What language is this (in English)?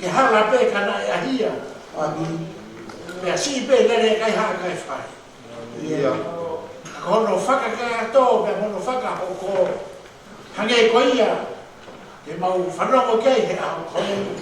Tongan